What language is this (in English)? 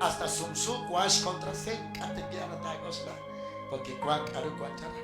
Kekchí